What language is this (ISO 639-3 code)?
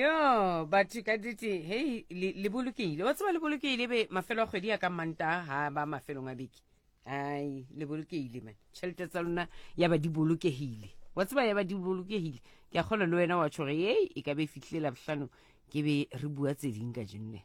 sot